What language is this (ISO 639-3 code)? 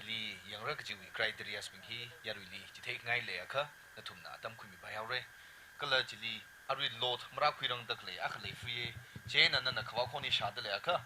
nmf